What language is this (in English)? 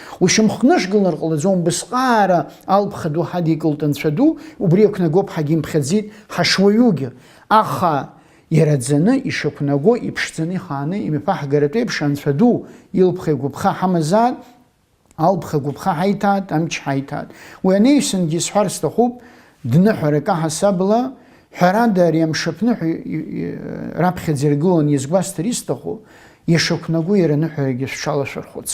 Abkhazian